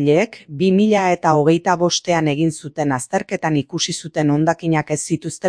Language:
Basque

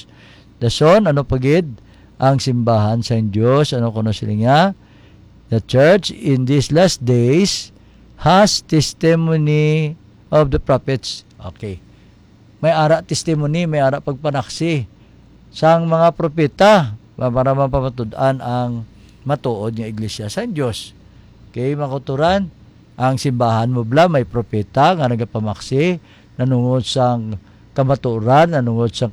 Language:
Hiligaynon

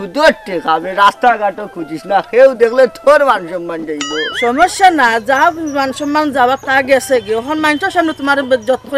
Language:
Sylheti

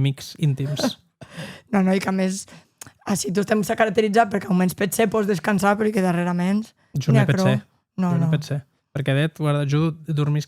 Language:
Occitan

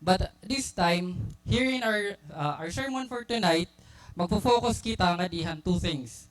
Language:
Waray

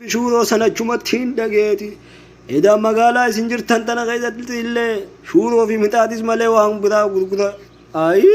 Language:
Oromo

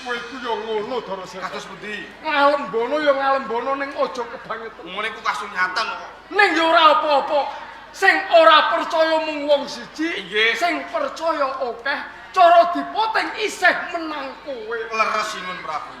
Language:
Javanese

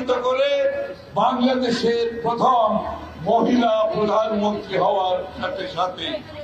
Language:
Bangla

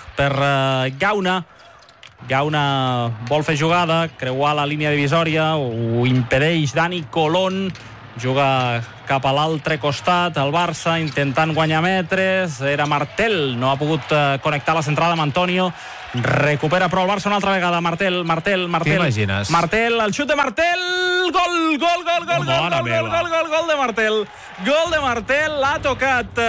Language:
Catalan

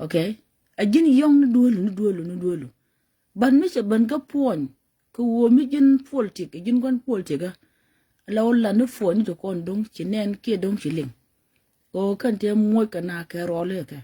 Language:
Nuer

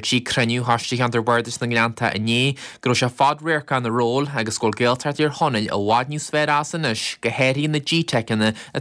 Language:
Irish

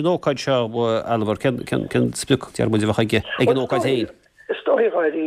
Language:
Irish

